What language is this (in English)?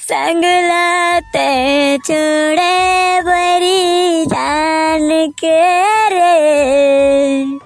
Chhattisgarhi